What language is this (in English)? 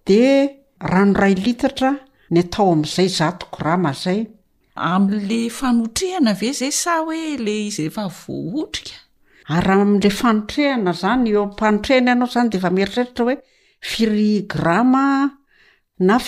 Malagasy